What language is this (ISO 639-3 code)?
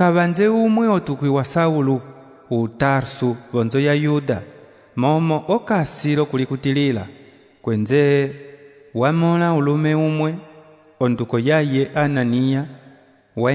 umb